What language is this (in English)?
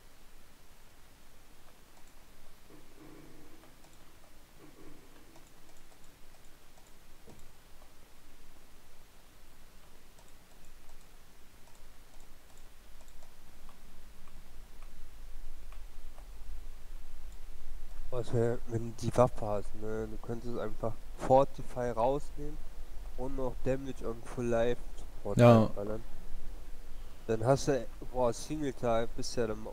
German